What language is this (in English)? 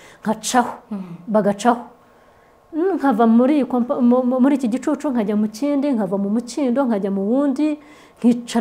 Kinyarwanda